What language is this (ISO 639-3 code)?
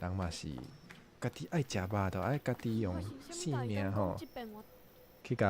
nan